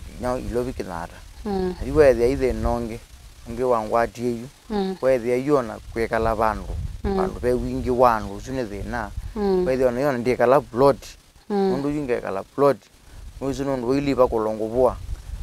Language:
Kamba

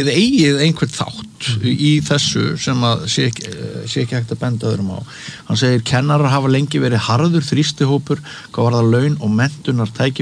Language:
Icelandic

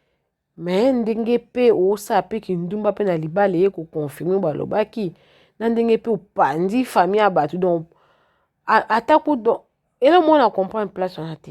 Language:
Lingala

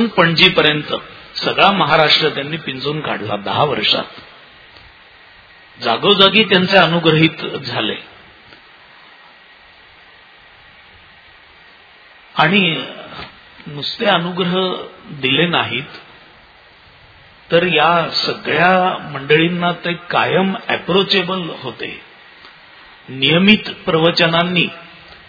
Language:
Marathi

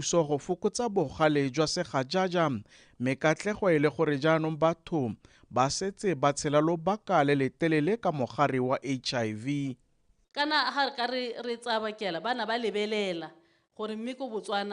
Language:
Tswana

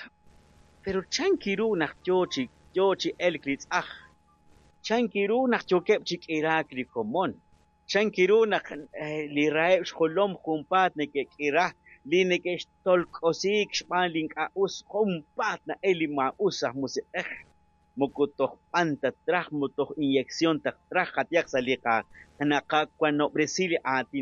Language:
Kekchí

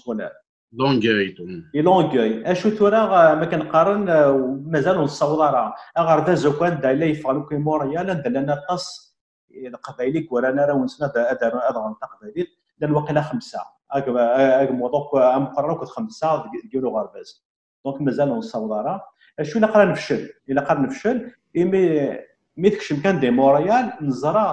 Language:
Kabyle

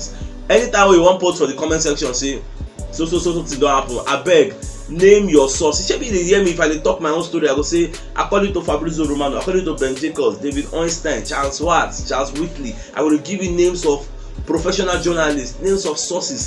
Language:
Nigerian Pidgin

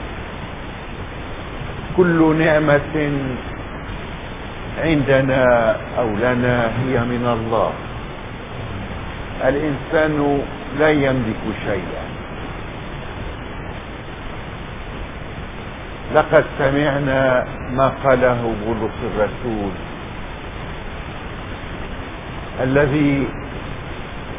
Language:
Arabic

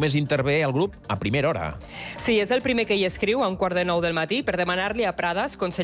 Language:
Catalan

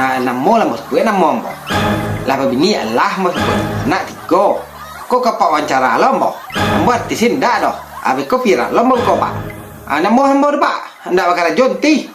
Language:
Minangkabau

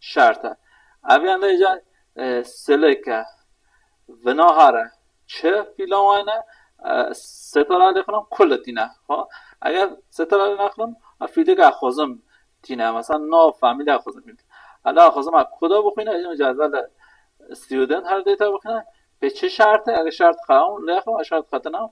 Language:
Kurdish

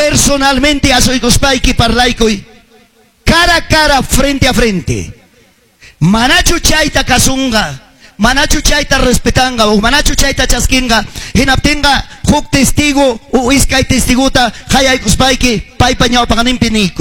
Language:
Ayacucho Quechua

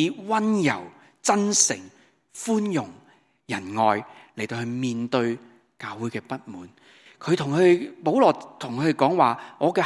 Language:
Cantonese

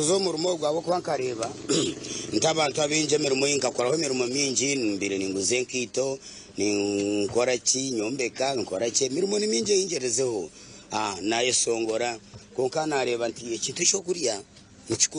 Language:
Nyankole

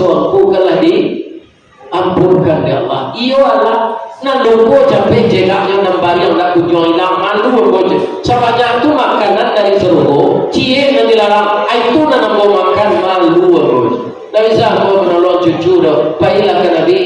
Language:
Minangkabau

